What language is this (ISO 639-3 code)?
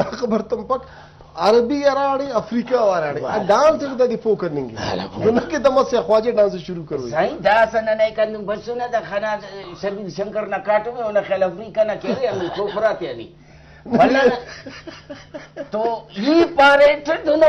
brh